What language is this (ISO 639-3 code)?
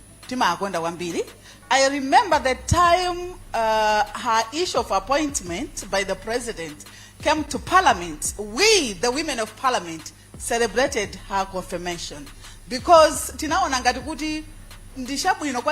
nya